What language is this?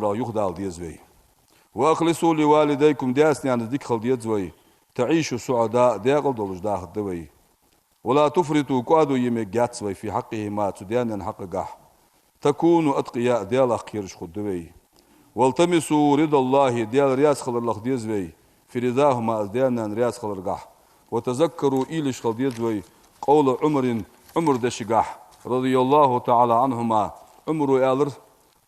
Ingush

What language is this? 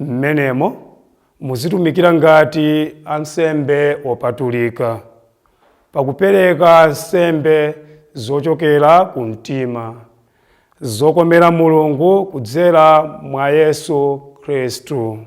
Nyanja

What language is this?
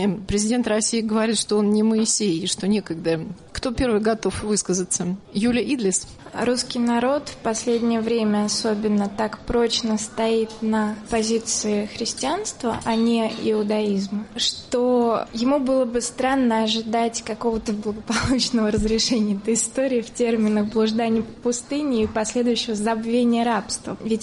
Russian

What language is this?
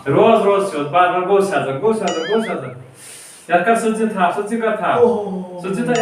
Kashmiri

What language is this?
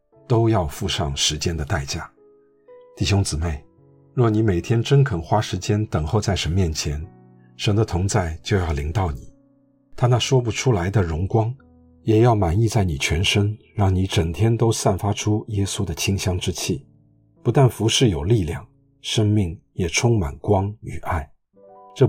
Chinese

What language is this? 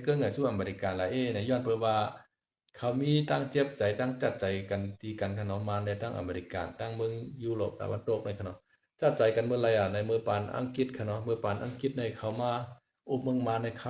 Shan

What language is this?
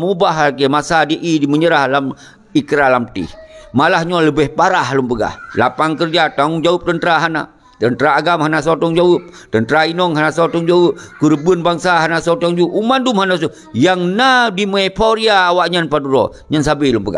Achinese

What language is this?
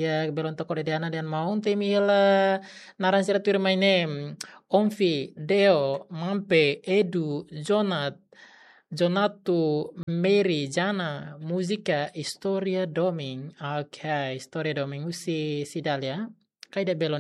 Tetum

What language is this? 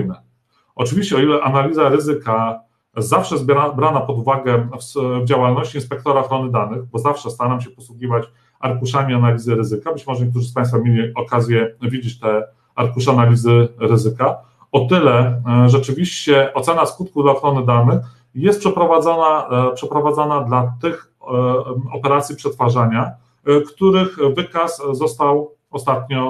Polish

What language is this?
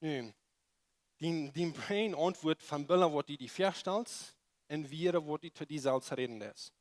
Plautdietsch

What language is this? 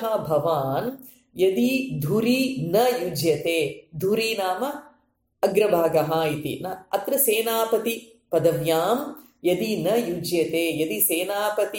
Sanskrit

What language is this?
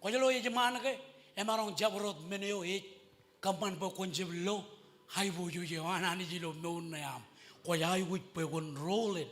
Marshallese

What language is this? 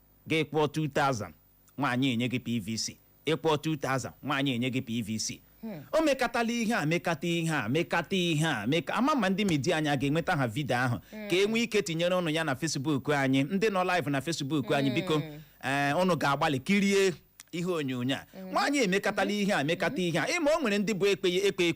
Igbo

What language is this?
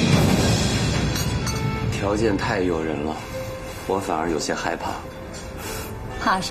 Chinese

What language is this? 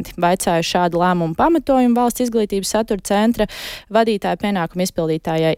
Latvian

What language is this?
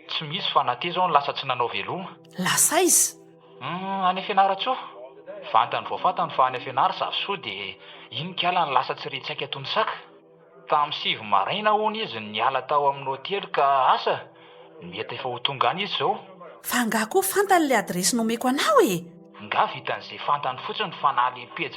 Malagasy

